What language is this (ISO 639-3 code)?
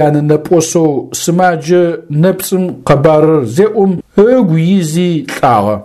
ady